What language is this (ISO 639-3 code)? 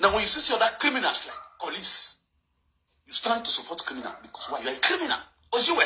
pcm